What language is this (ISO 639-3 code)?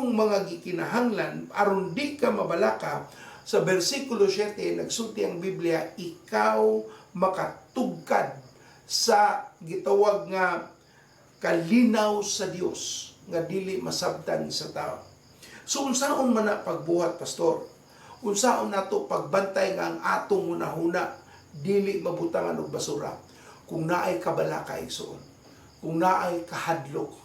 ceb